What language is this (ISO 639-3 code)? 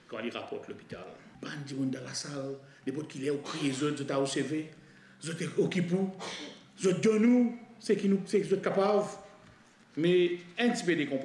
mfe